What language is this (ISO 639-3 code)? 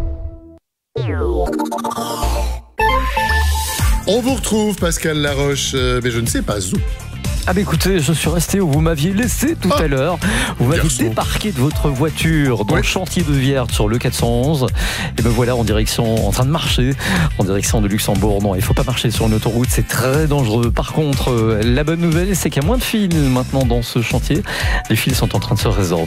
fra